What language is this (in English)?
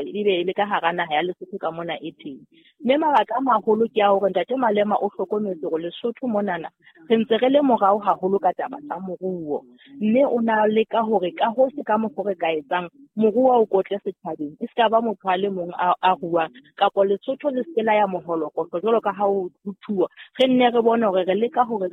Southern Sotho